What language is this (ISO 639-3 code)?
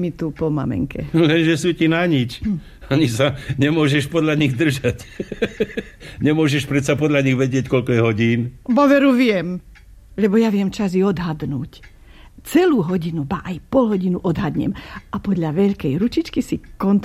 slk